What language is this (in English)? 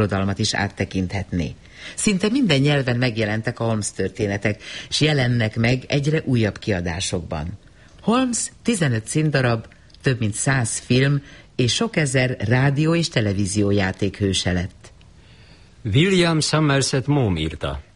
Hungarian